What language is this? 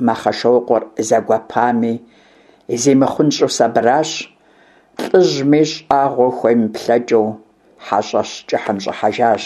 Kabardian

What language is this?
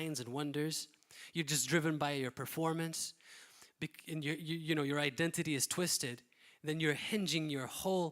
English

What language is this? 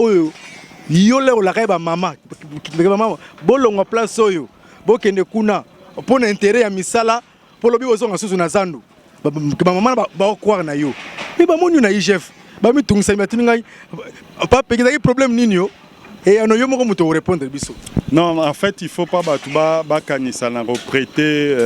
Lingala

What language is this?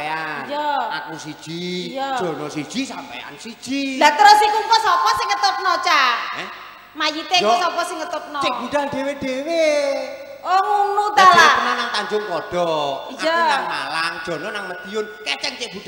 Javanese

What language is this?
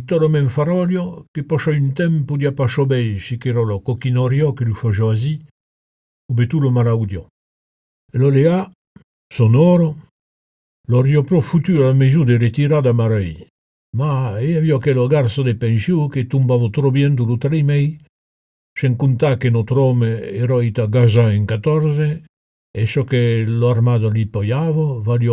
Occitan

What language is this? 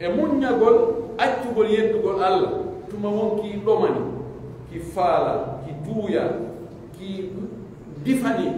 Pular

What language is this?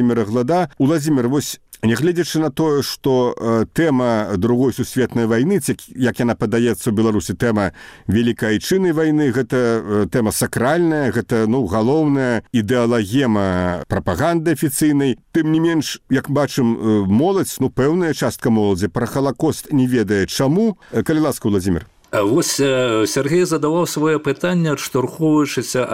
Belarusian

